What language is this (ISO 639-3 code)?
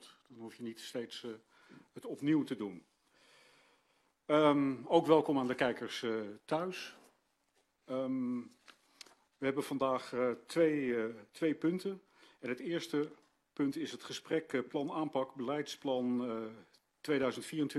nld